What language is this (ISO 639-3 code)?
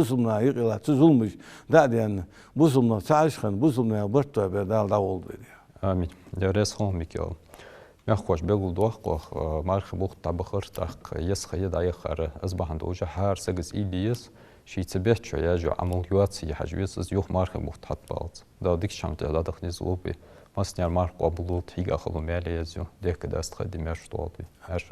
inh